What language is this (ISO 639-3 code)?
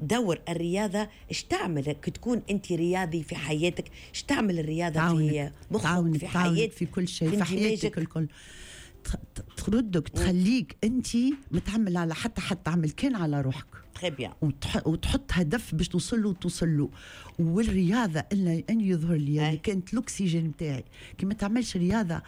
aeb